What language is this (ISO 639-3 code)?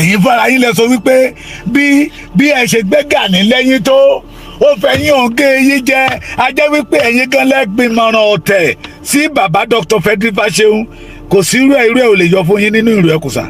yor